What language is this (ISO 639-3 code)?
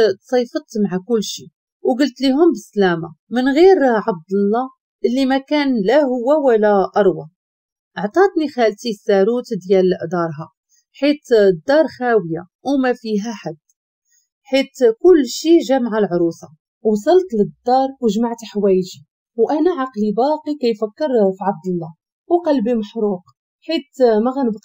ary